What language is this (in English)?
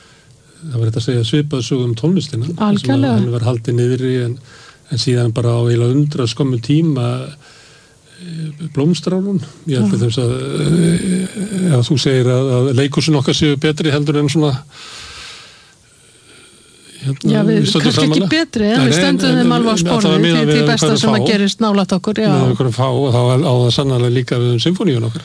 Icelandic